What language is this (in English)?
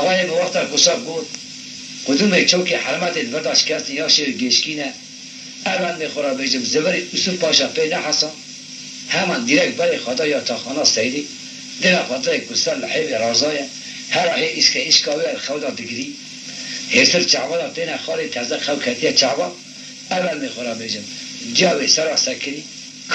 Kurdish